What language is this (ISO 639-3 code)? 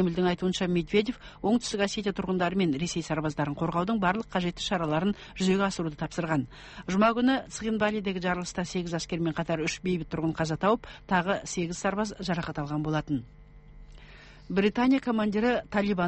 kaz